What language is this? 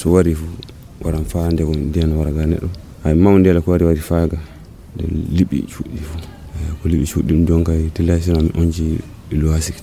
Nigerian Fulfulde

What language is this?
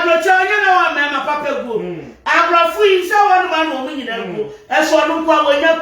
Akan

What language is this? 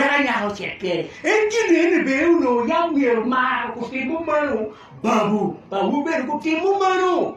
Acoli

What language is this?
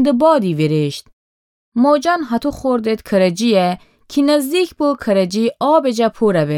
Gilaki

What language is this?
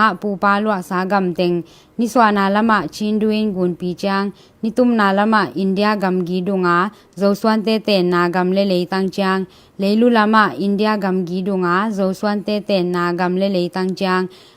Tedim Chin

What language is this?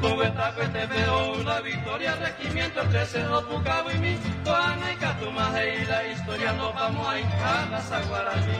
Guarani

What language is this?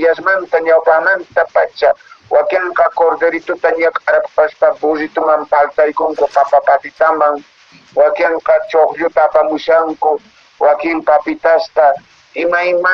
Quechua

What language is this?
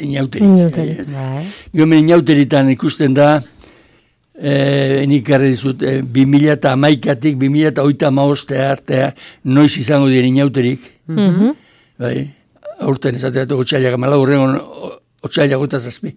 Basque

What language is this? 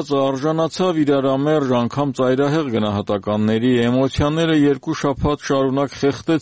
Armenian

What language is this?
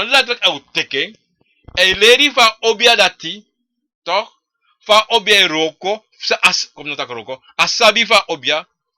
Sranan Tongo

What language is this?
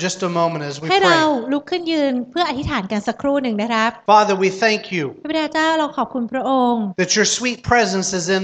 Thai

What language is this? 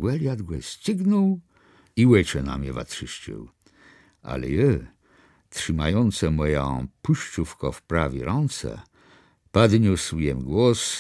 Kashubian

